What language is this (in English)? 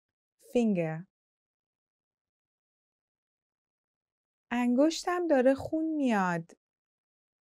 Persian